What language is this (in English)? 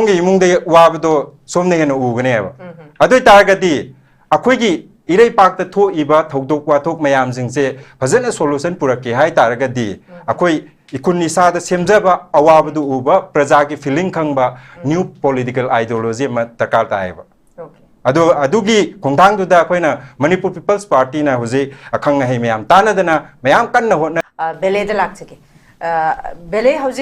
Manipuri